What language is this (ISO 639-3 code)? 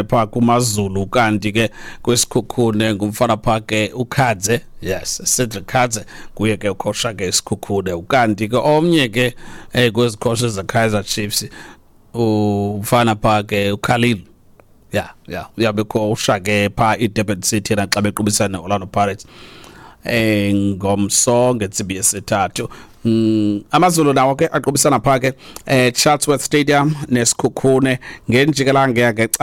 xho